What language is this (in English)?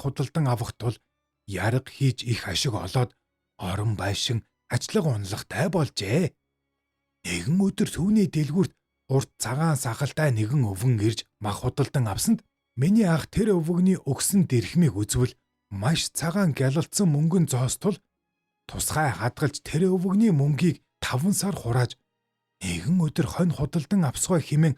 Mongolian